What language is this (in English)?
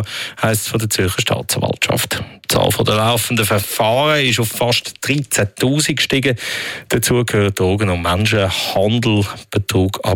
German